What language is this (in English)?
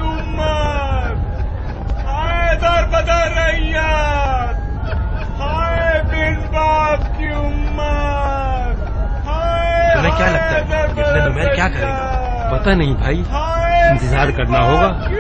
Urdu